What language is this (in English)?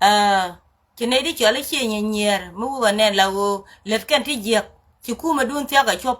Nuer